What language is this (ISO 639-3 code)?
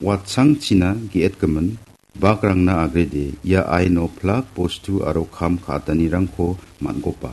grt